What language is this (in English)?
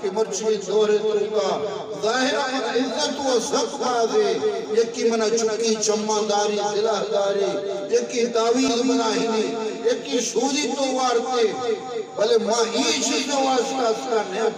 Eastern Balochi